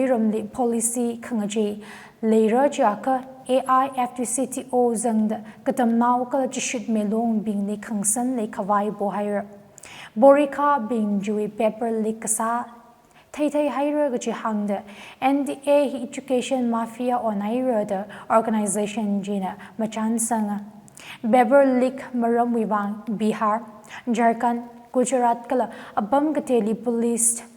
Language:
Tangkhul Naga (India)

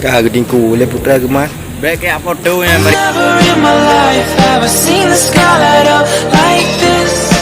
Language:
Achinese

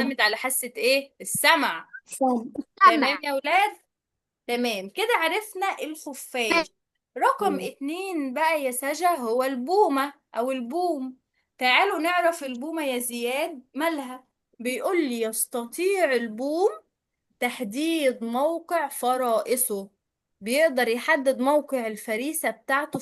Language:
Egyptian Arabic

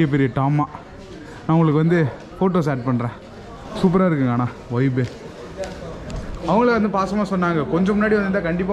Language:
Tamil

